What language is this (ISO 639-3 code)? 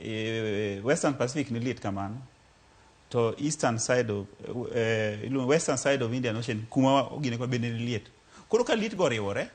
luo